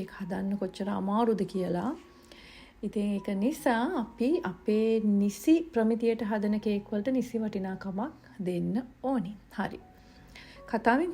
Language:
Sinhala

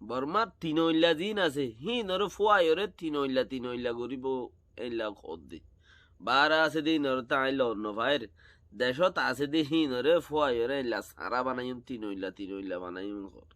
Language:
Rohingya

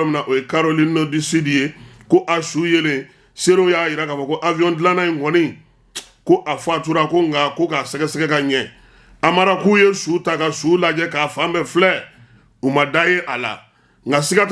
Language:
Bambara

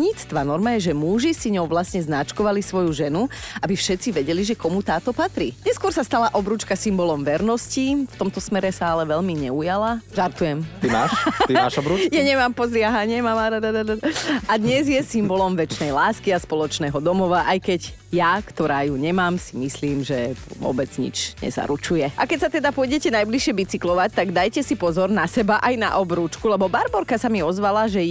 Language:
Slovak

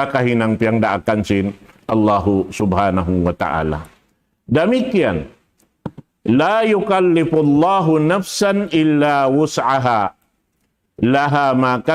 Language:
Tausug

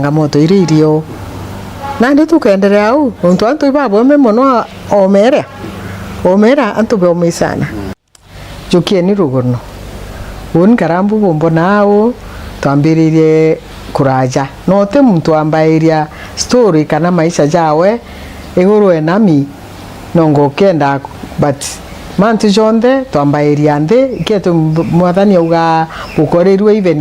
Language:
Meru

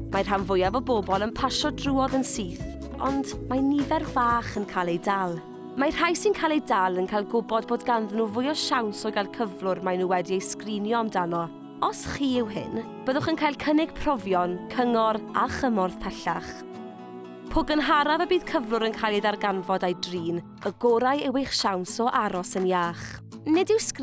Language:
Welsh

